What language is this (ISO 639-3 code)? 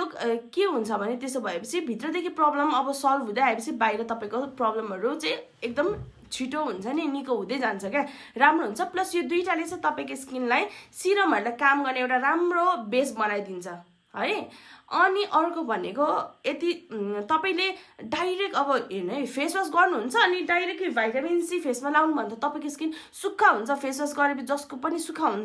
nep